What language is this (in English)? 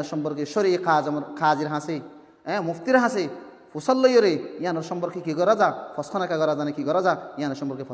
Rohingya